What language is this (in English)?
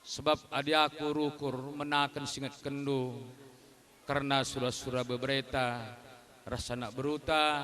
Batak Karo